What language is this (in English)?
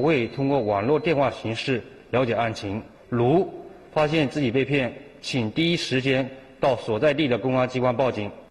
Chinese